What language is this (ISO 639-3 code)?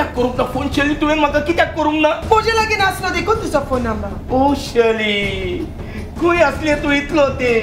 kok